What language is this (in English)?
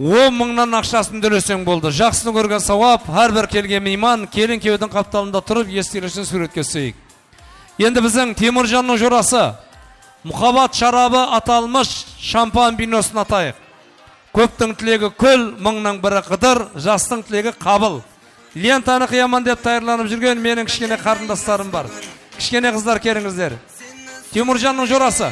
Kara-Kalpak